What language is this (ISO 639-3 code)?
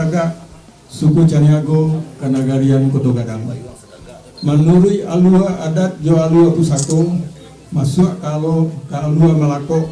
min